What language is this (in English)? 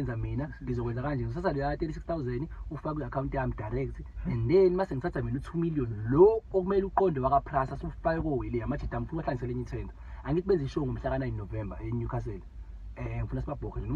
Zulu